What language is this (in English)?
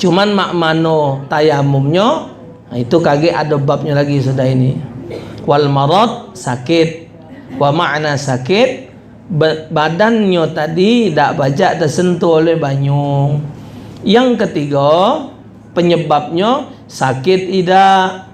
Musi